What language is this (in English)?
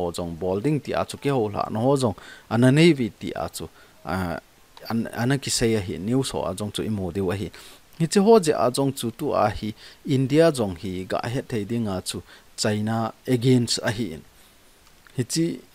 Thado Chin